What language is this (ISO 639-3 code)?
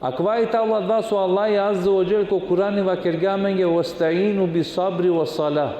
rmn